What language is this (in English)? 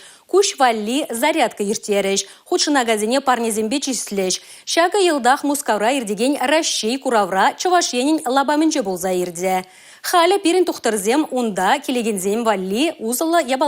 Chuvash